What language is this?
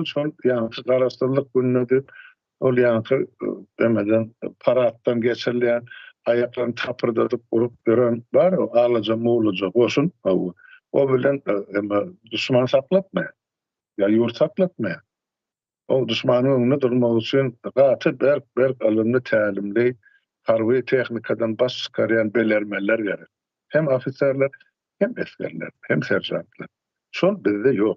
Turkmen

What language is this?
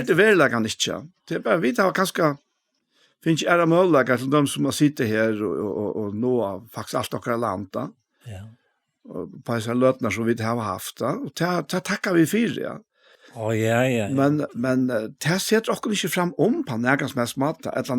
Faroese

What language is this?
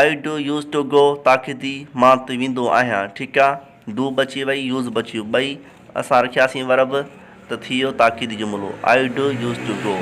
Sindhi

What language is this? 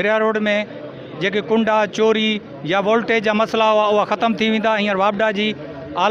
Sindhi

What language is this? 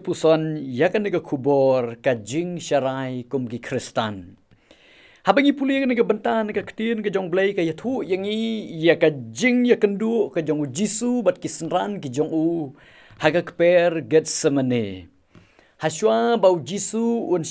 Khasi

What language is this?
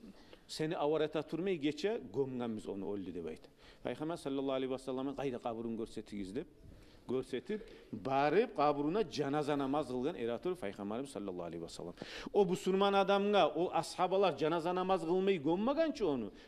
Kumyk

